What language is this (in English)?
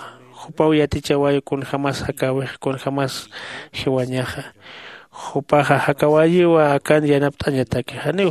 Aymara